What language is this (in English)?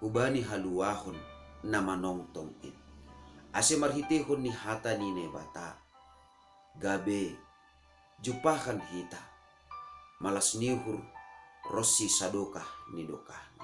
Batak Simalungun